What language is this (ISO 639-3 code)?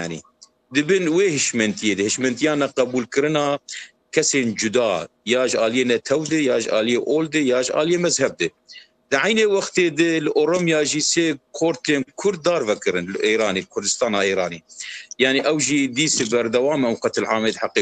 kur